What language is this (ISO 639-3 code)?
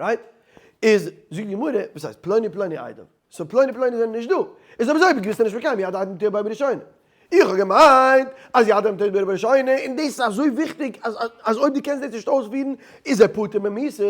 yid